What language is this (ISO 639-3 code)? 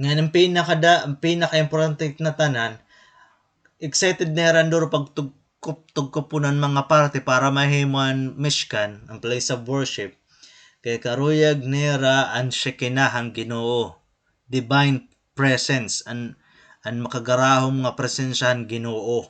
war